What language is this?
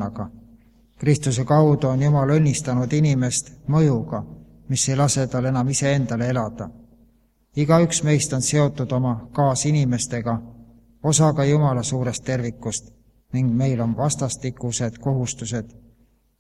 Estonian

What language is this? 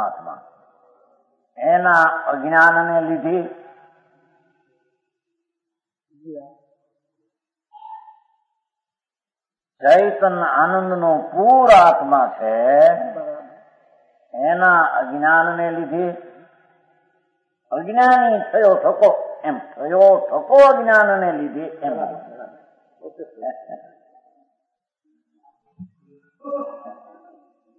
Gujarati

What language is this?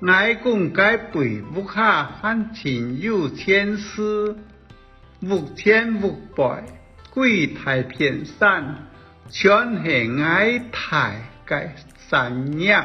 Hakka Chinese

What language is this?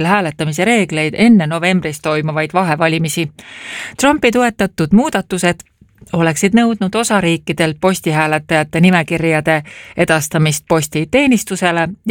Estonian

